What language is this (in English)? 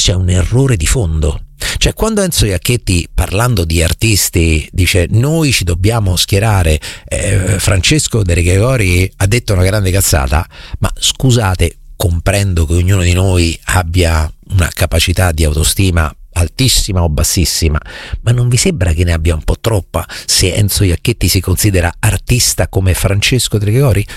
Italian